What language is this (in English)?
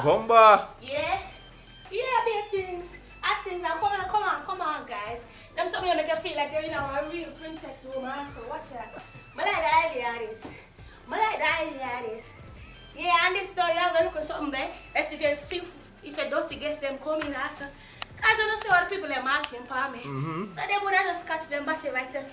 Jamaican Creole English